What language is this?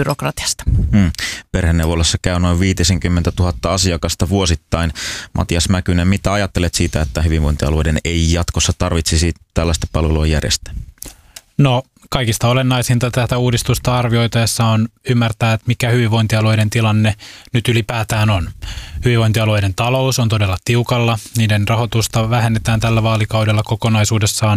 Finnish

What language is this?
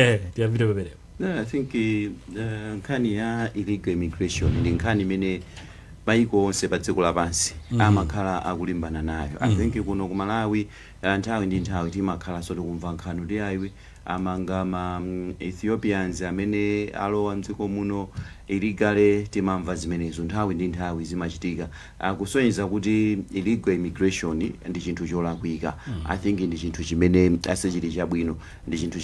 Nyanja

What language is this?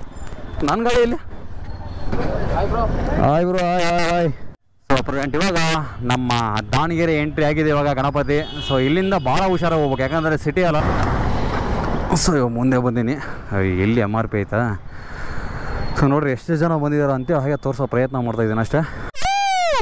Kannada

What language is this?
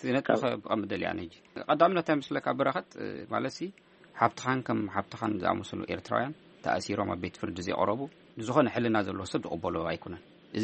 Tigrinya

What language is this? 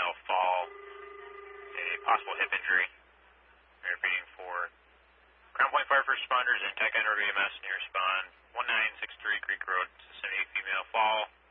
English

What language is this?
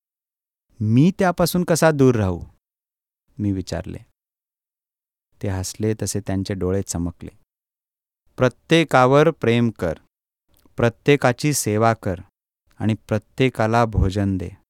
Marathi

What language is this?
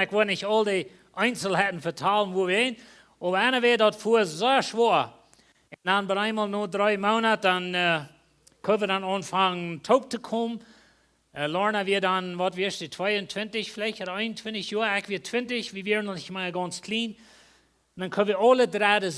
Plautdietsch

